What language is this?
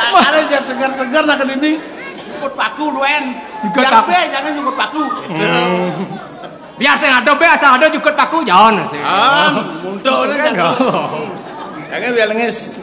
Balinese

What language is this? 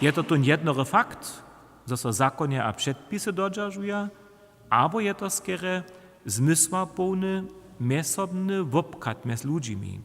Upper Sorbian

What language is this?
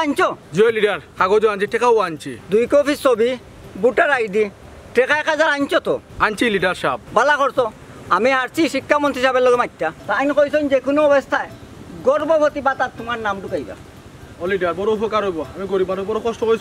Sylheti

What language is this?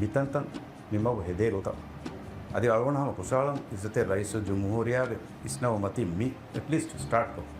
Divehi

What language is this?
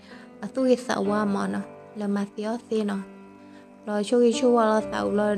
S'gaw Karen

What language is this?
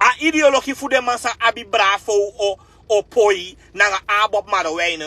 Sranan Tongo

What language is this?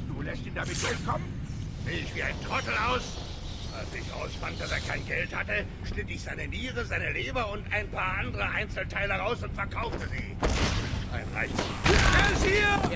Bavarian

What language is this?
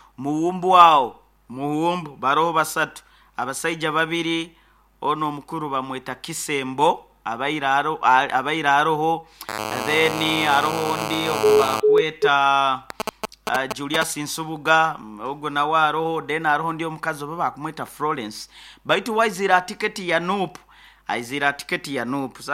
Nyoro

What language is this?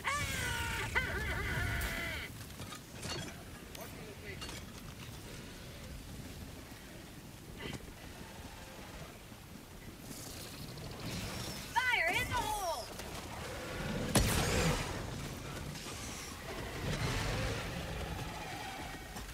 English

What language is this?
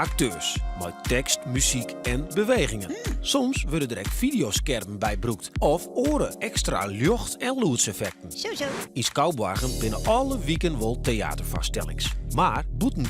Western Frisian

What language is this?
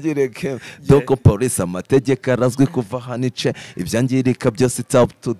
Kinyarwanda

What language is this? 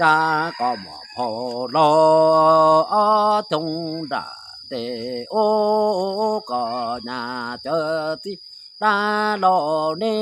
Hmong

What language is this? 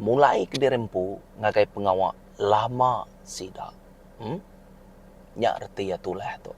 Iban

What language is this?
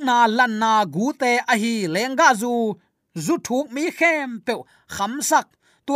Tedim Chin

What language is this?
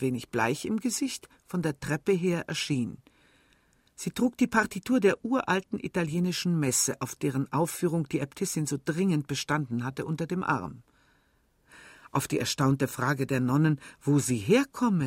German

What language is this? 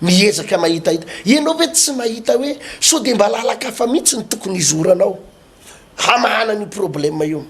Malagasy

